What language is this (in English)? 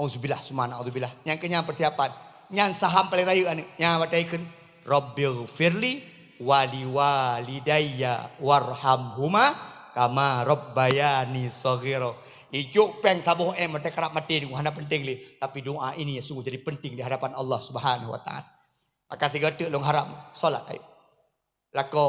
Achinese